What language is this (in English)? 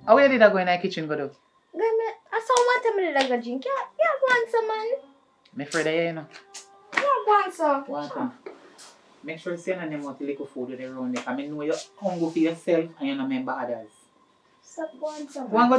Jamaican Creole English